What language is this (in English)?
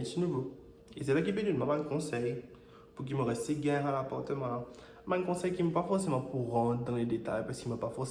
Morisyen